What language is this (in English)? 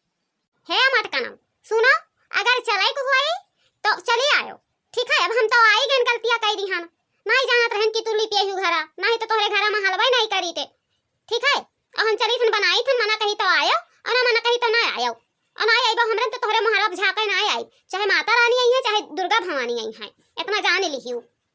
Awadhi